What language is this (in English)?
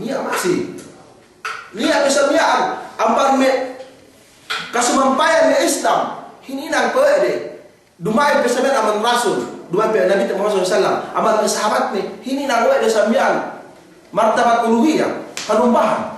Yakan